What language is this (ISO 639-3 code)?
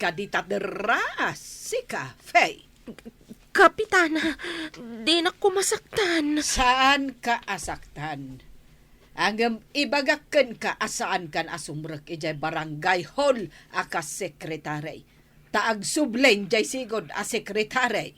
ilo